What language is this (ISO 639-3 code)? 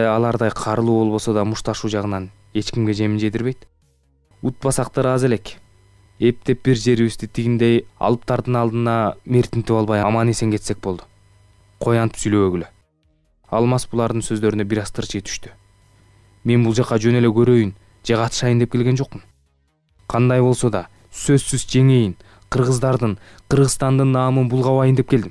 kir